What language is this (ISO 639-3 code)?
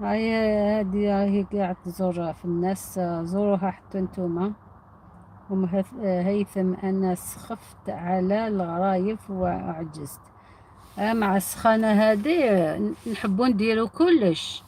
arq